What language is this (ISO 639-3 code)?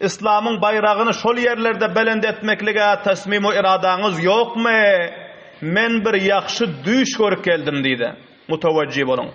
tuk